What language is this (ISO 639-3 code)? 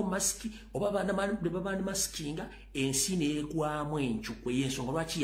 lug